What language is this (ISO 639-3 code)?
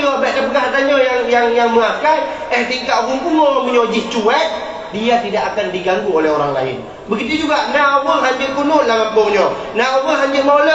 ace